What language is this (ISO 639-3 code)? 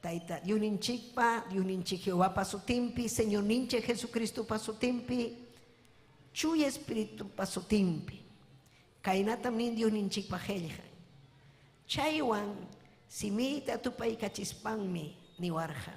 quy